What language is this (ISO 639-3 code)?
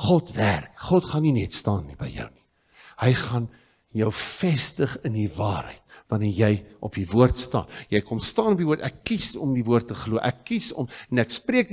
afr